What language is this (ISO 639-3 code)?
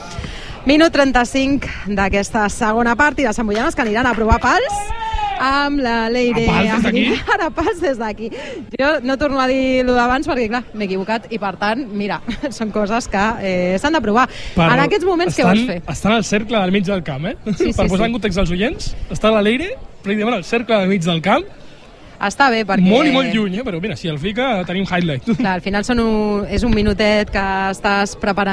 cat